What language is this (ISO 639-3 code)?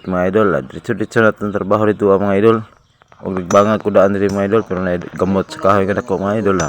ceb